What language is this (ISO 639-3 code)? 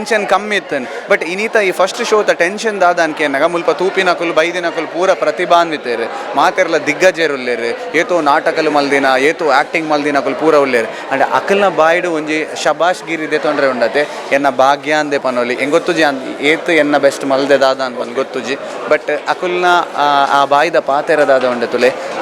tcy